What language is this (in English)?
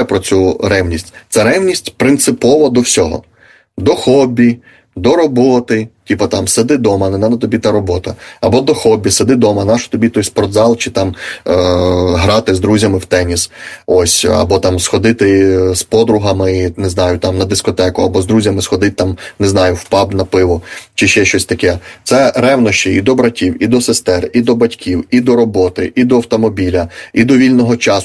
Ukrainian